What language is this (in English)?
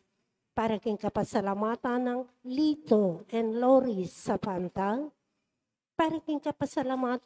Pampanga